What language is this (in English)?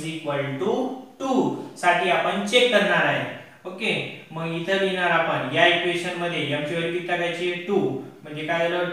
Marathi